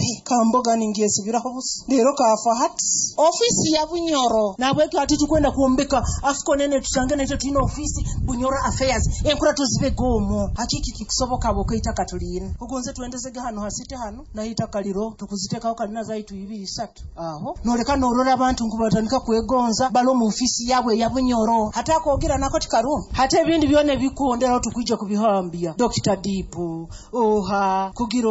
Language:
Nyoro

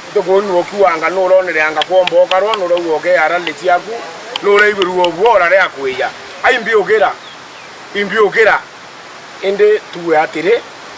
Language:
Meru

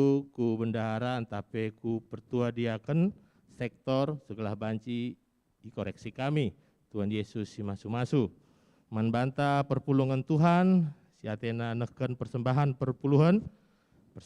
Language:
Batak Karo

